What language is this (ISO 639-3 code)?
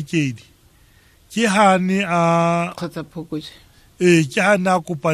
tsn